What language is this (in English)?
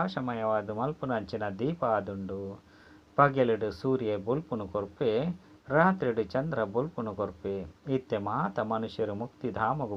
Tulu